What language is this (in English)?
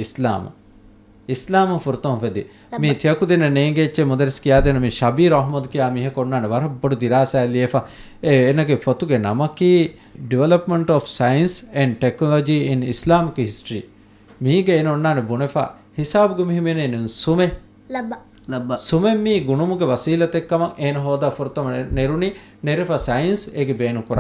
Divehi